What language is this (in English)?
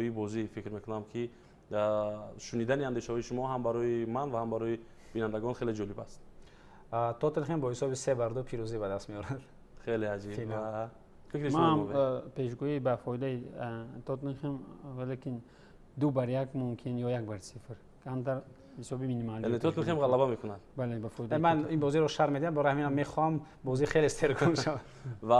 Tajik